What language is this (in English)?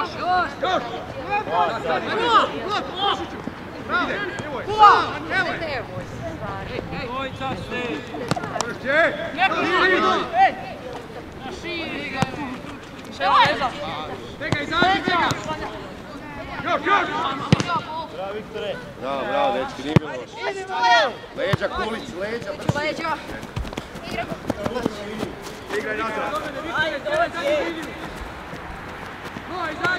Croatian